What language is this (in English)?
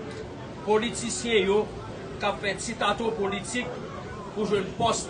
Haitian Creole